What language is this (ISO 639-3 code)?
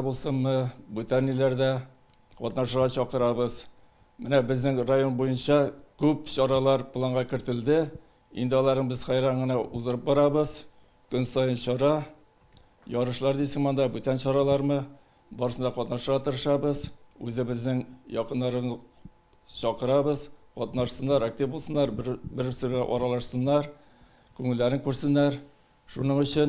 tat